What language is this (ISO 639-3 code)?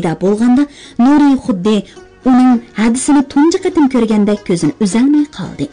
uig